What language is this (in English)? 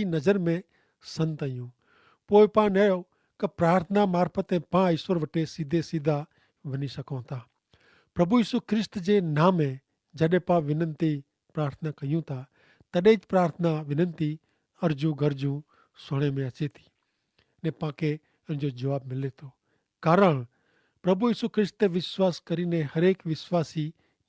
Kachhi